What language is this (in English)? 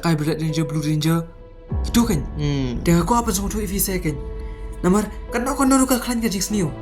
Khasi